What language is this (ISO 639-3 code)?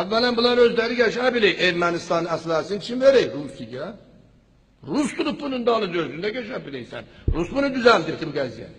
aze